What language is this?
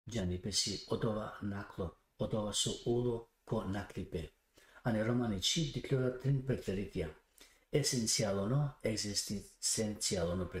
Balkan Romani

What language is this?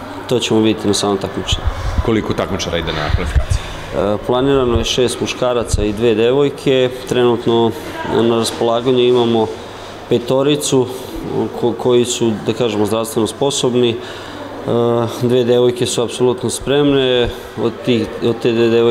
Serbian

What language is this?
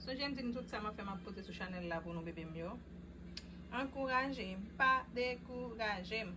Haitian Creole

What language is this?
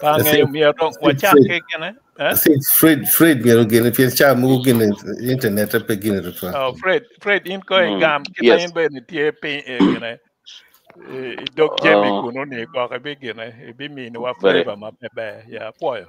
Acoli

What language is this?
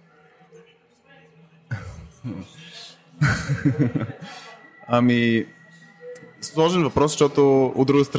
Bulgarian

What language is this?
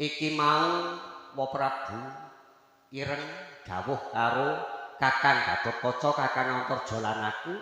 Javanese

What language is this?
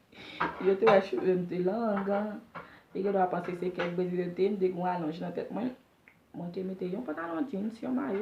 Haitian Creole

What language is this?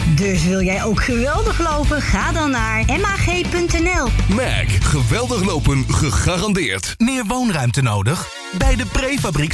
Dutch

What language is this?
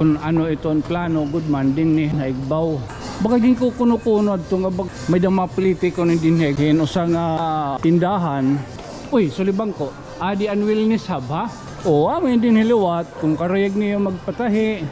Waray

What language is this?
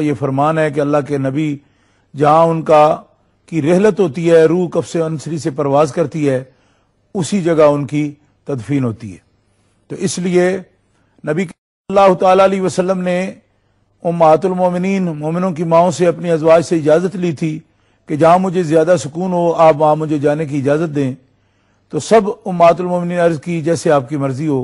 Urdu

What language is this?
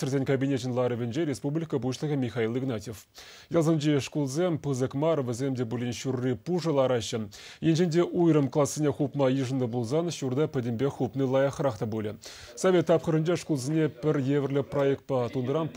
Chuvash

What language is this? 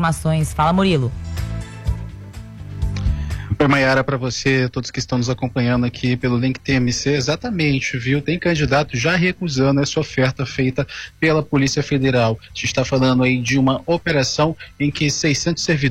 Portuguese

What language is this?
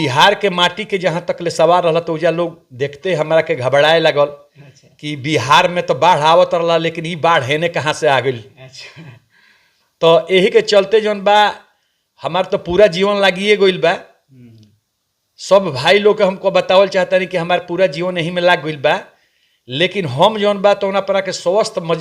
Bhojpuri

